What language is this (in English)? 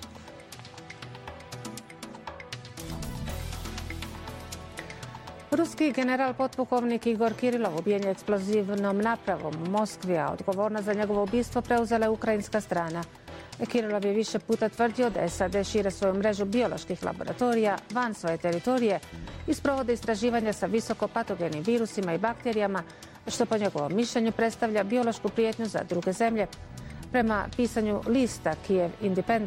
Bosnian